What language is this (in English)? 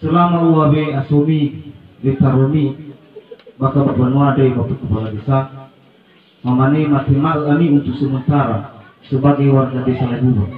Nias